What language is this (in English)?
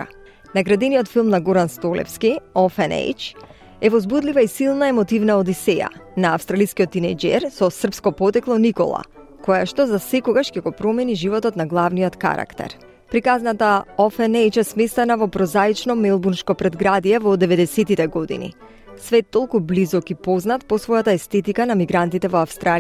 Macedonian